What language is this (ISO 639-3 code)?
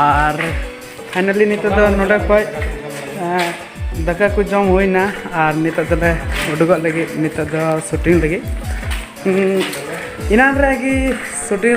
sat